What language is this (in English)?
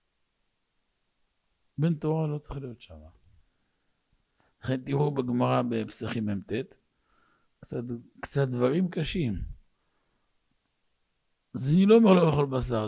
Hebrew